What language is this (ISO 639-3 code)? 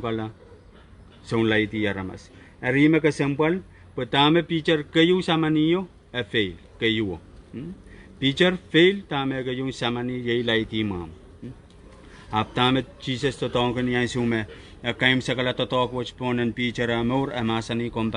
pon